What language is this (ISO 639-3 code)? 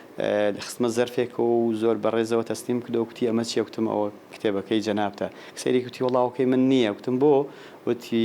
ckb